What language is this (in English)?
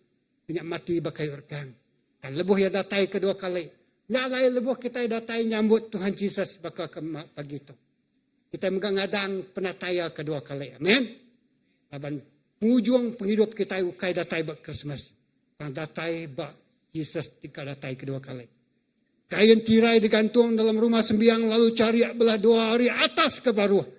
Iban